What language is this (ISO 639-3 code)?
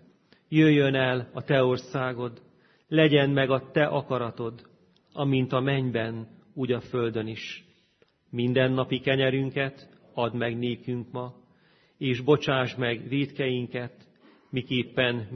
hun